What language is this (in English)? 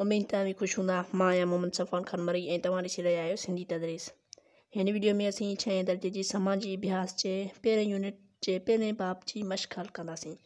Sindhi